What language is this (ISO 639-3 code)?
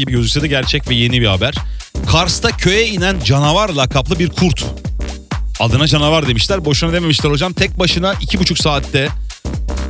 tur